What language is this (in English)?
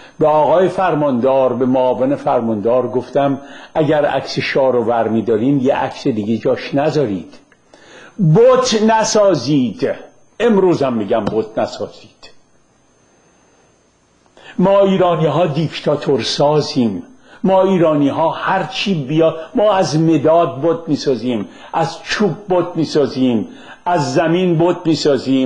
Persian